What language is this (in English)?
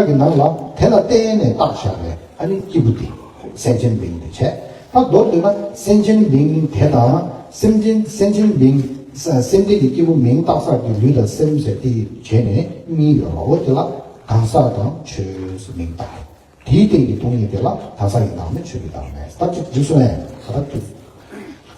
Tibetan